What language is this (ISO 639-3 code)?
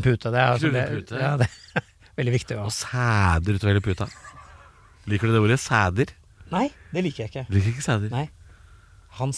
nor